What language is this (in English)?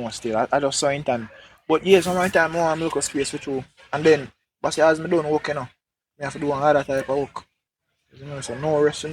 Jamaican Creole English